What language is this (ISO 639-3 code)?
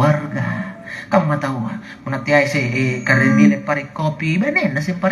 mak